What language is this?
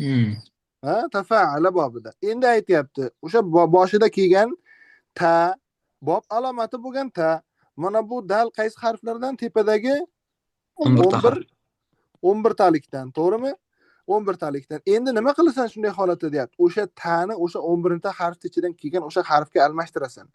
Uzbek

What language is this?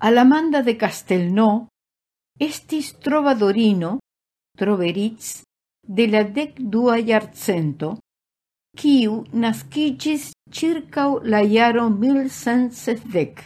Esperanto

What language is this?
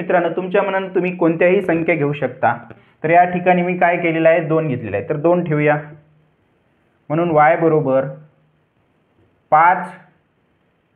Marathi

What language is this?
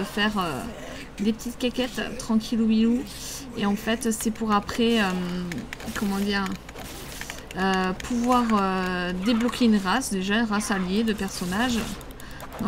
French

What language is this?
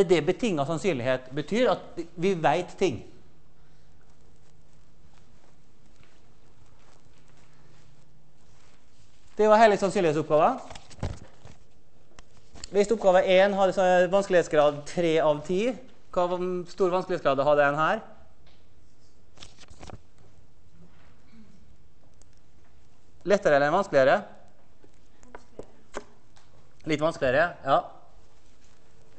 Norwegian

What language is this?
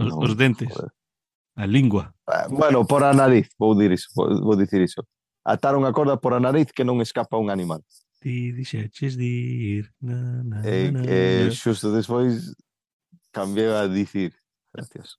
Galician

